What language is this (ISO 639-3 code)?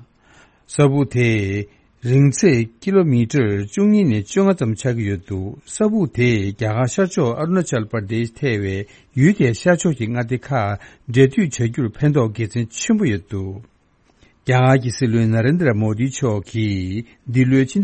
bod